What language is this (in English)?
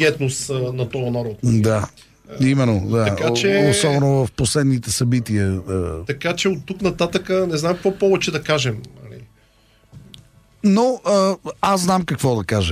Bulgarian